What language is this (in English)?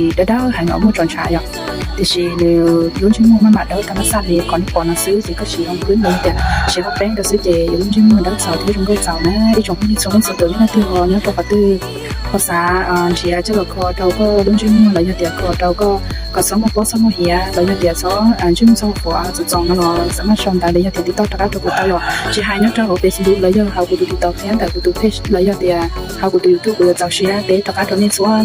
Hmong